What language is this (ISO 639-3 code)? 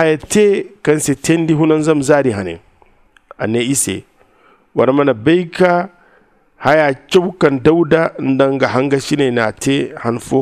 dje